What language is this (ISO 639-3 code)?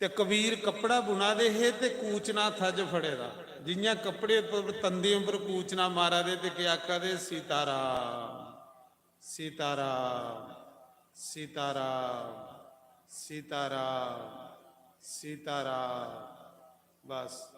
doi